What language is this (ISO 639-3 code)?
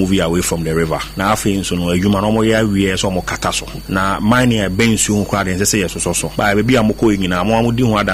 aka